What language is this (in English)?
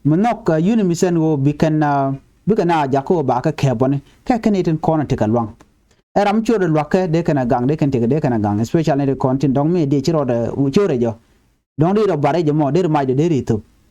Nuer